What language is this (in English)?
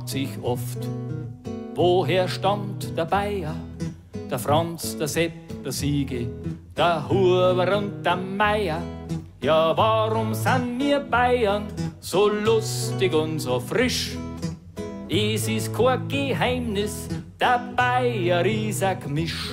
Bavarian